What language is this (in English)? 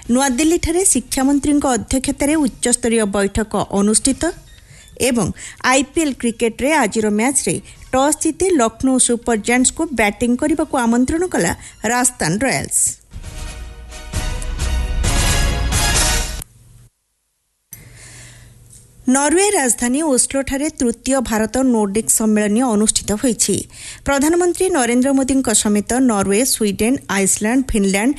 Odia